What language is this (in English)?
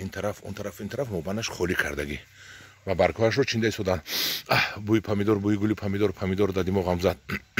Tajik